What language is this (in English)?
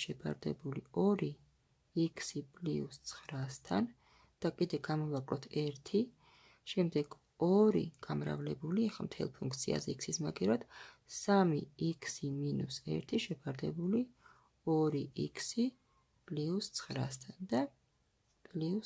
Georgian